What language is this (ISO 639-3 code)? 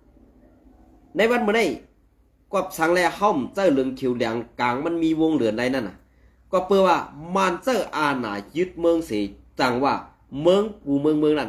shn